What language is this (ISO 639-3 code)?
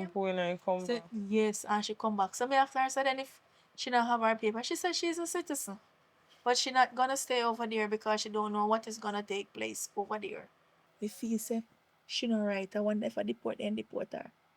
jam